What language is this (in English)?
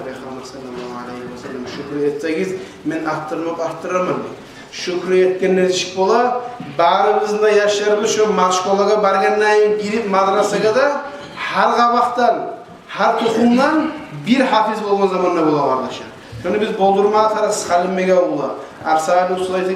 Kumyk